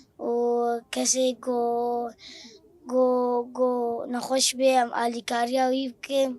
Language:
Kurdish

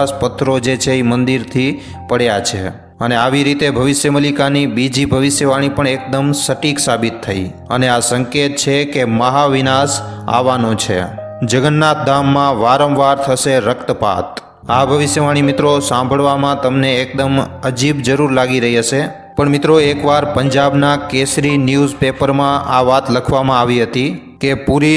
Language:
Gujarati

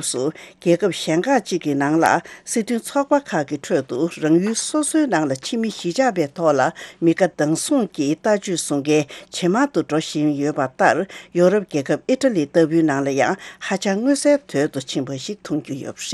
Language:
Tibetan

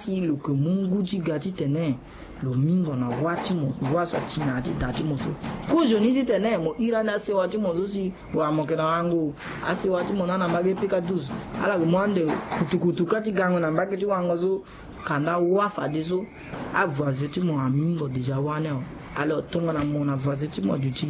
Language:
Sango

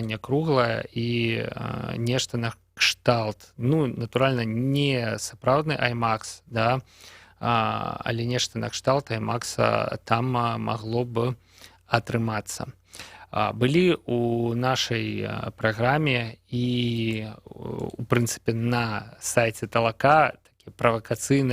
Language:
Belarusian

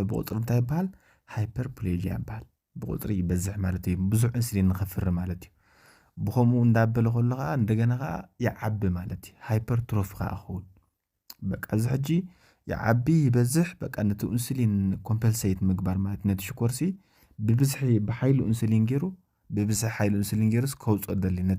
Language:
Tigrinya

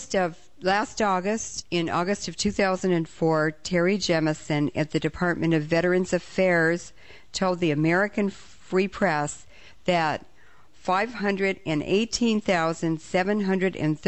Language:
English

